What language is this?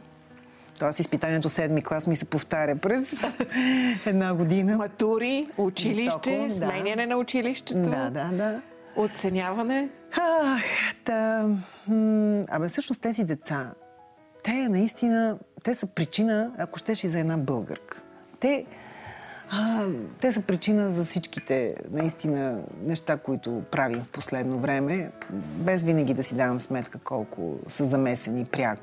Bulgarian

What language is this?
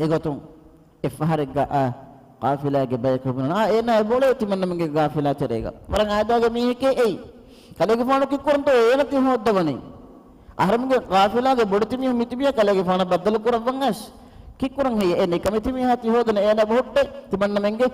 Divehi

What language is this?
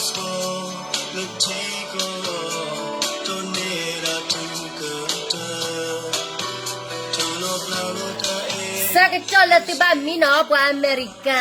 S'gaw Karen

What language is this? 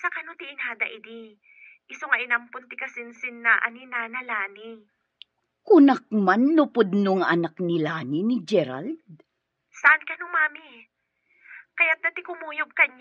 Iloko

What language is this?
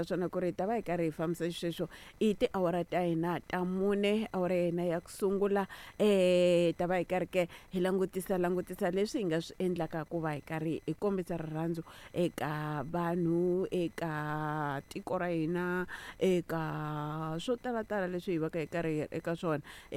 Tsonga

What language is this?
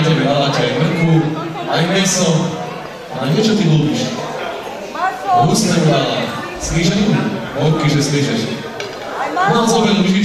Slovak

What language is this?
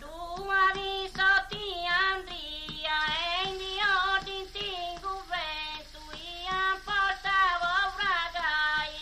Sardinian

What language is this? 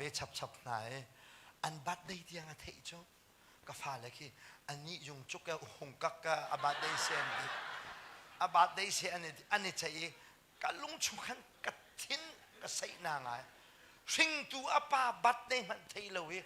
Hakha Chin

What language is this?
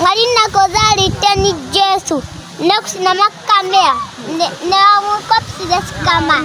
Lozi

